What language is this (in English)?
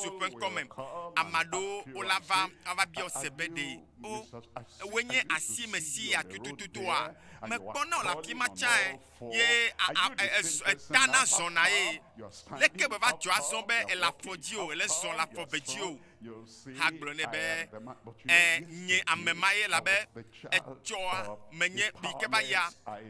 Ewe